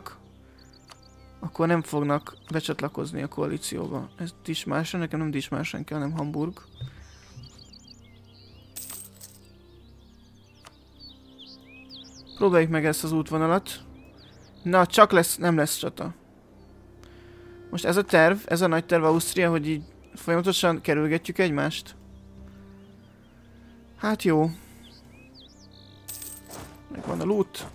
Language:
Hungarian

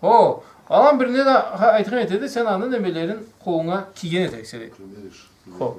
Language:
Karachay-Balkar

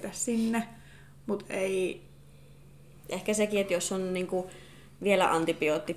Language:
Finnish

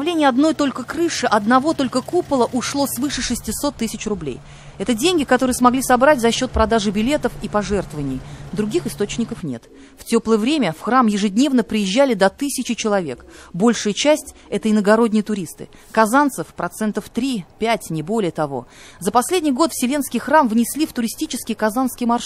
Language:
Russian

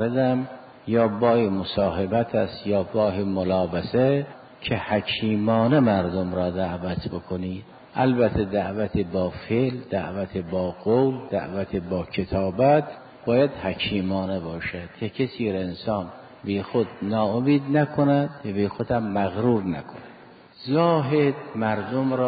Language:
Persian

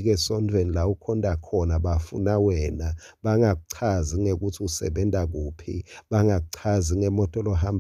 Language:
Swati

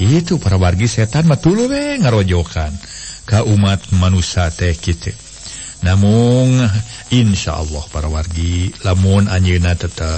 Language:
Sundanese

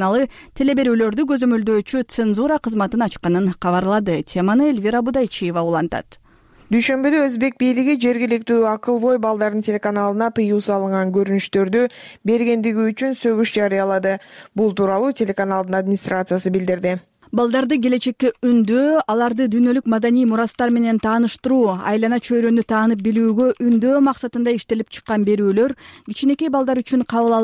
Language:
Kyrgyz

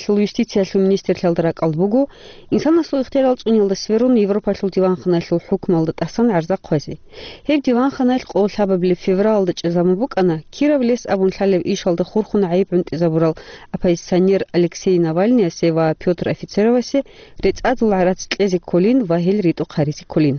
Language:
Avaric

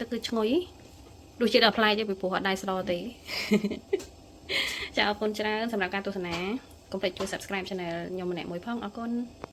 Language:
Khmer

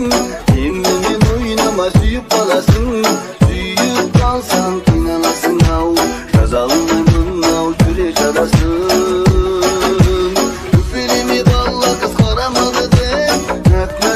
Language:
Kazakh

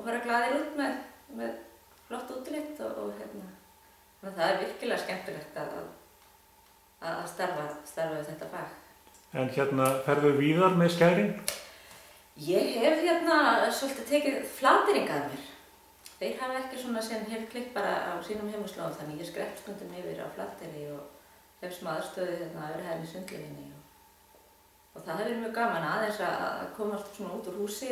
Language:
Icelandic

